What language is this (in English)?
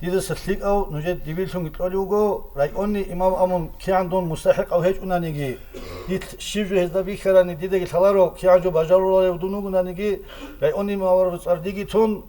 Avaric